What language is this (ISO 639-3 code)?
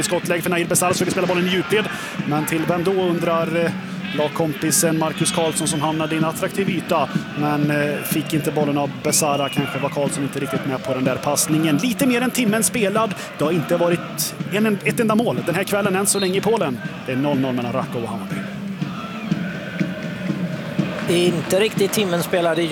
swe